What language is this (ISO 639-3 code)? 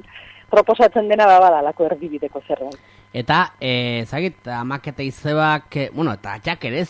eus